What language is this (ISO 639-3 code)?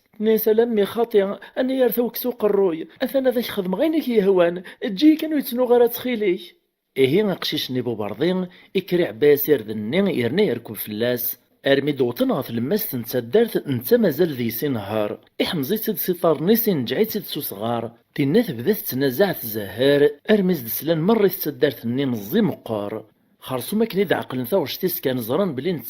kab